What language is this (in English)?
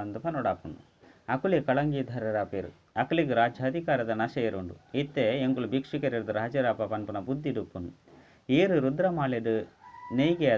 Tulu